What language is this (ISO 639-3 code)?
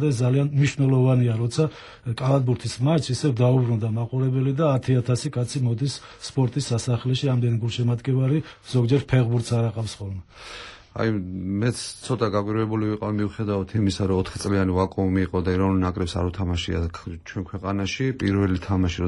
kat